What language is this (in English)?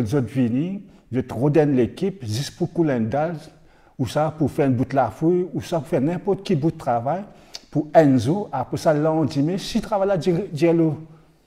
Morisyen